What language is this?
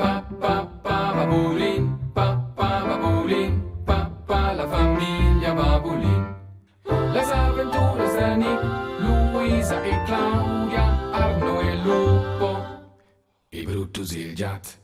Romansh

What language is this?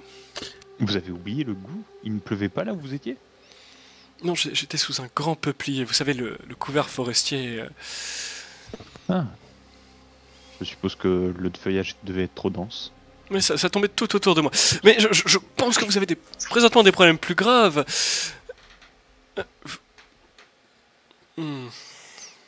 French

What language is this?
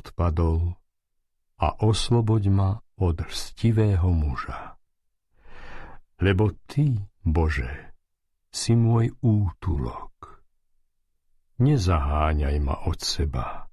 Slovak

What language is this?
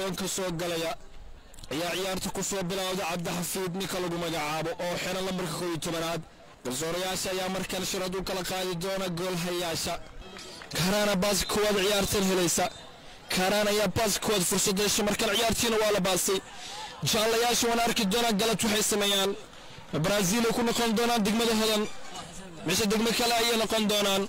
Somali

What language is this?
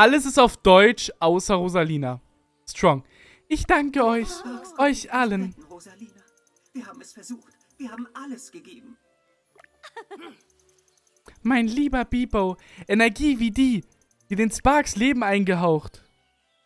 German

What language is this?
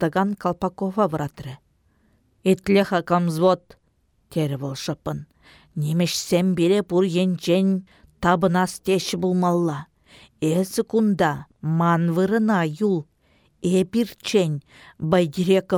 Chuvash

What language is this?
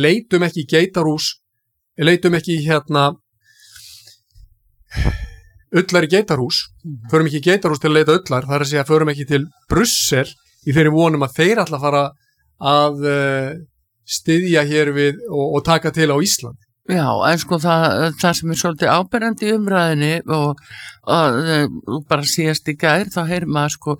Icelandic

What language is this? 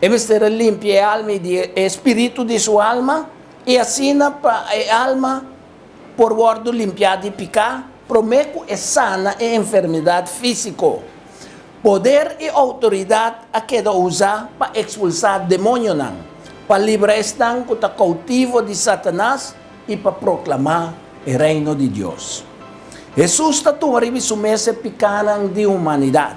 Papiamento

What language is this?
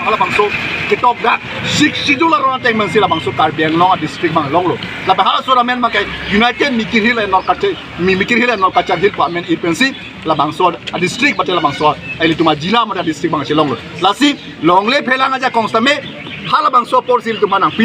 Karbi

